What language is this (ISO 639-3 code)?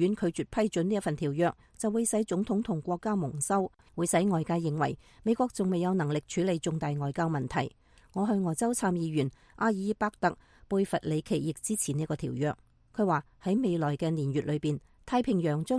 yue